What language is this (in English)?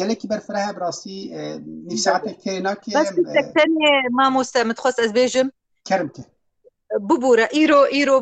Kurdish